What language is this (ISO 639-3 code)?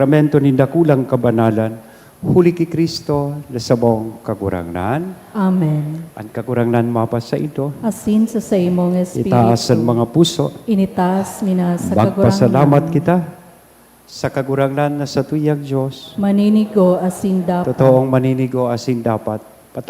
bik